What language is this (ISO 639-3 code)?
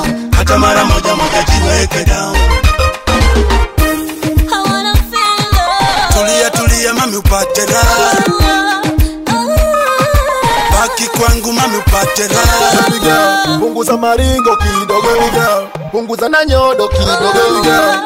swa